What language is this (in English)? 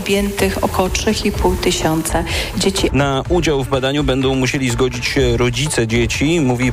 Polish